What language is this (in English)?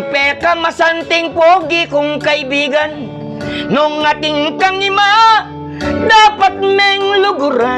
Pampanga